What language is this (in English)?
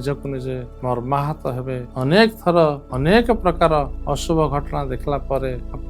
Odia